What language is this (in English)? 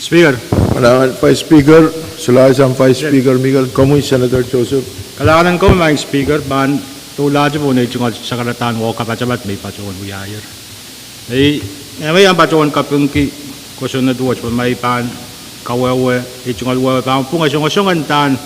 Pohnpeian